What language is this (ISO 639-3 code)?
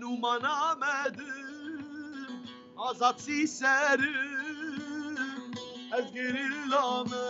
kur